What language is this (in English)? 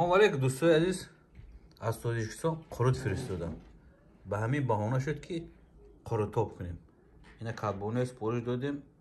Tajik